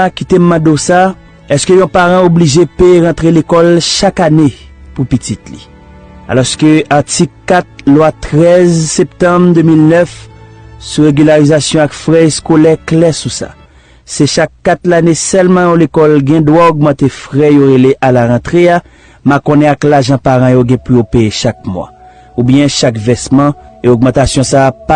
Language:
Haitian Creole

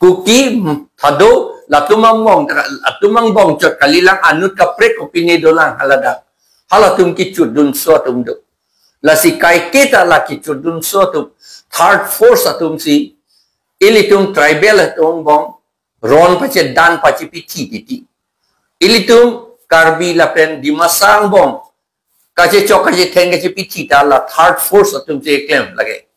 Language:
Karbi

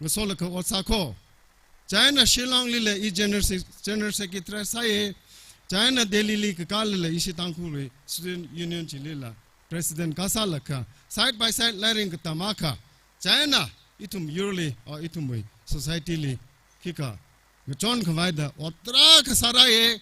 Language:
Tangkhul Naga (India)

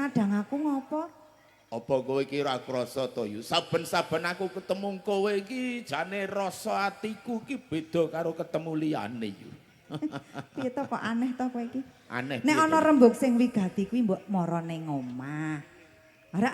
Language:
Javanese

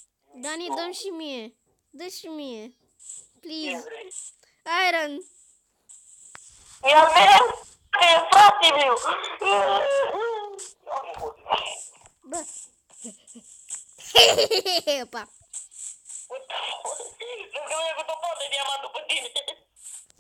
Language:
Romanian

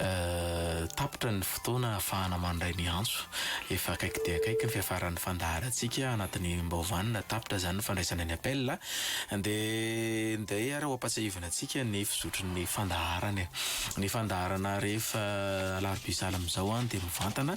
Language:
Malagasy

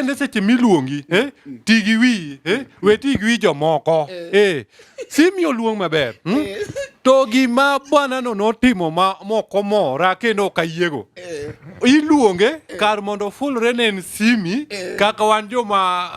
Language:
Luo (Kenya and Tanzania)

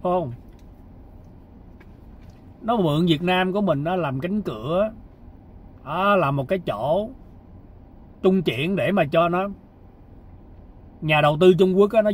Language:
Vietnamese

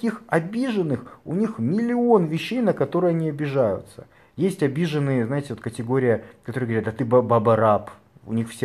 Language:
Russian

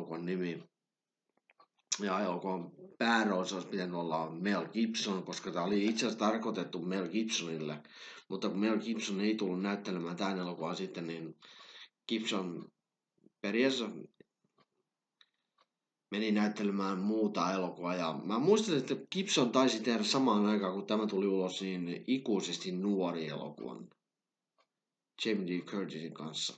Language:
Finnish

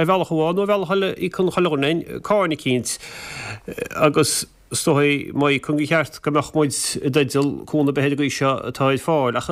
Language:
Irish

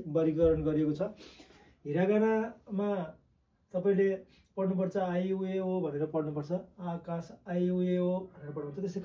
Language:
Nepali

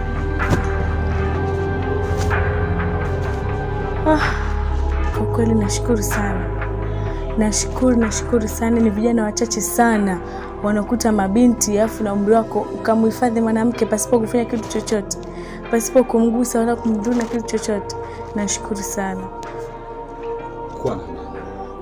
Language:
Swahili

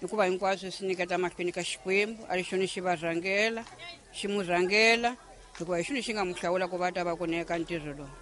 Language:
Tsonga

